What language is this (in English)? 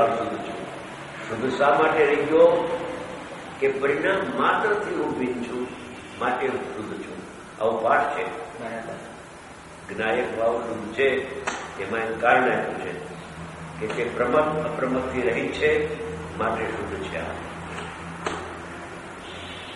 Gujarati